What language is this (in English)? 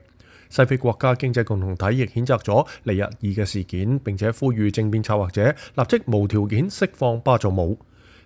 Cantonese